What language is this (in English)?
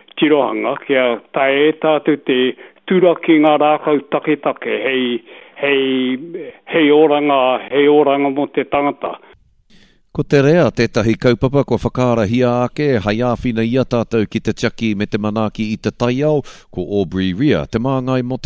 Māori